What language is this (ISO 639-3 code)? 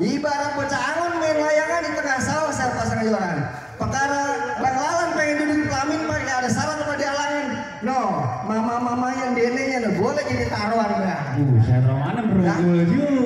bew